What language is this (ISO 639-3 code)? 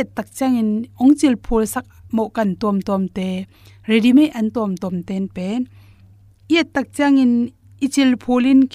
ctd